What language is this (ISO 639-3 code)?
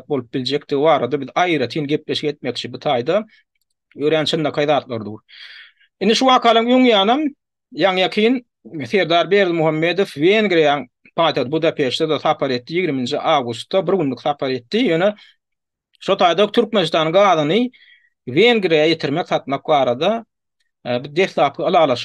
tuk